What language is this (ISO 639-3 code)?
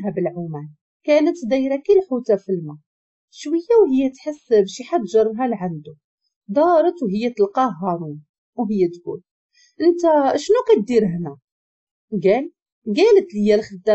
ary